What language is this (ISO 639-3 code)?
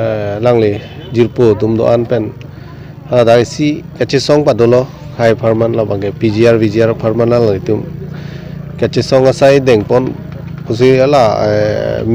mjw